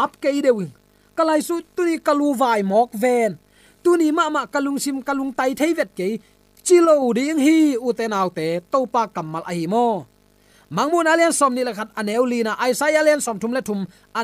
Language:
Tedim Chin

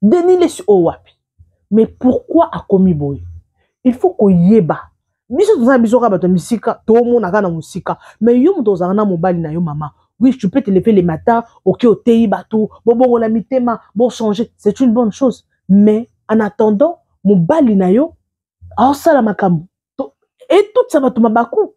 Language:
Lingala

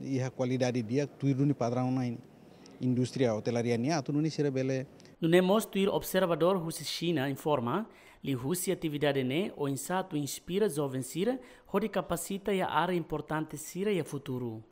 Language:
Tetum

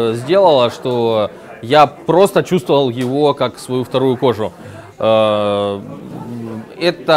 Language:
Russian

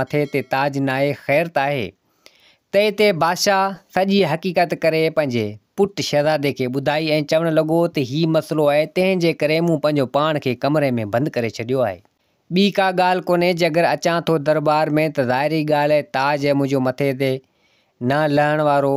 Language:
Sindhi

